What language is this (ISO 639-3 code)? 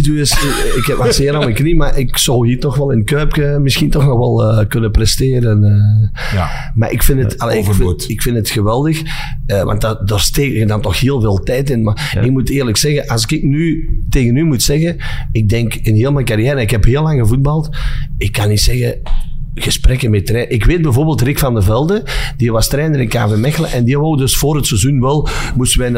nld